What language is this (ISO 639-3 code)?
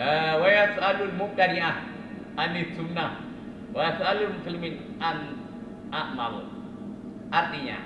ace